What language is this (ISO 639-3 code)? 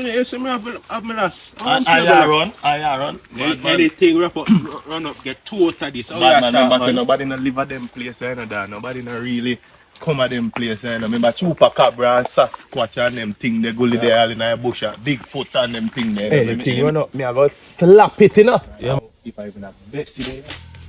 jam